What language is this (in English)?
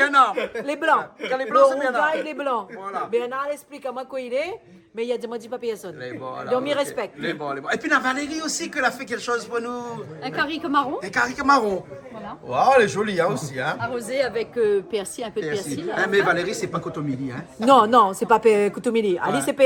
Réunion Creole French